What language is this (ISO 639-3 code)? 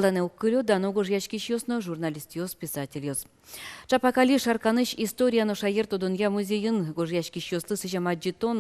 udm